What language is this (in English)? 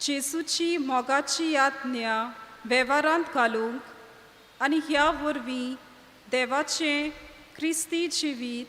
Konkani